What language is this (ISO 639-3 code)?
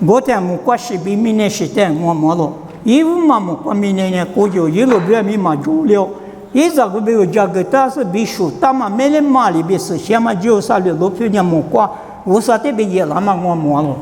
lis